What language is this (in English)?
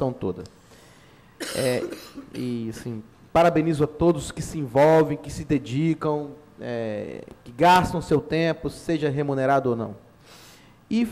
Portuguese